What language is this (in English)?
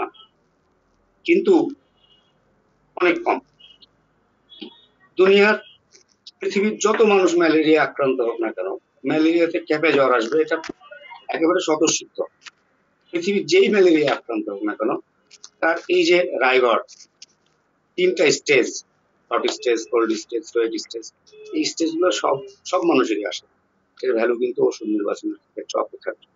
Bangla